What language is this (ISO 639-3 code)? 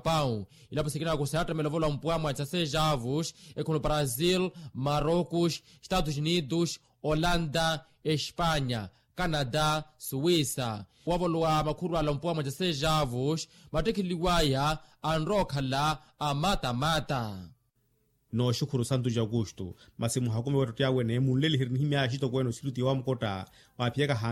vmw